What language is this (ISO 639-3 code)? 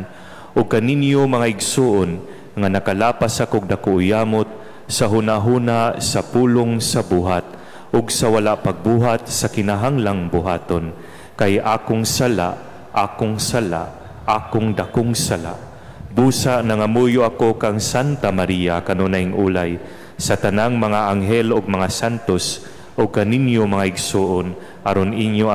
ceb